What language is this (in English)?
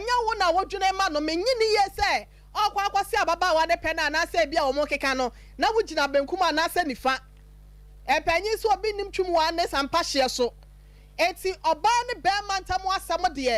Akan